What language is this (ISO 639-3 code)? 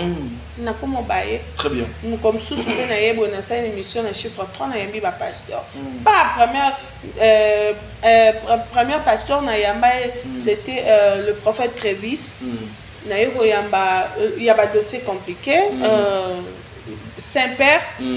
lin